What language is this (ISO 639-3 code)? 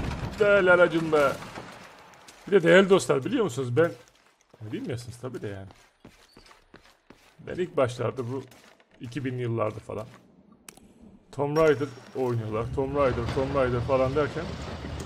tur